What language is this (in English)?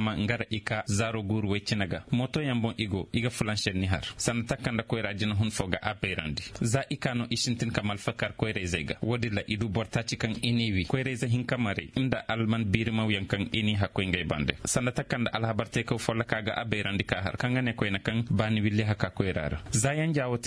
Koyraboro Senni